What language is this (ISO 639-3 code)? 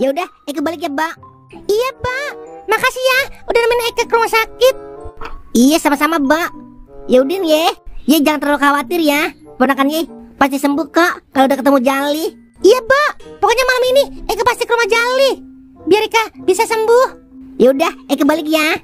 bew